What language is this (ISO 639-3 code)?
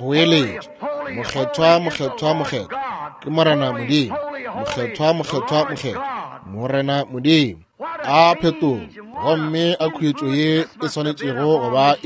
nso